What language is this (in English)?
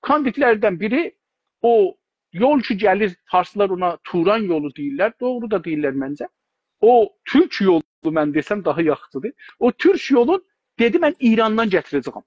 South Azerbaijani